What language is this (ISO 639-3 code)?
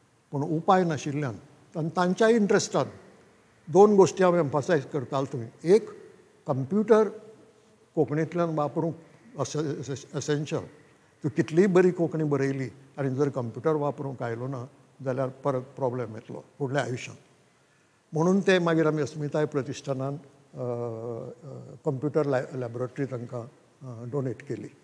kok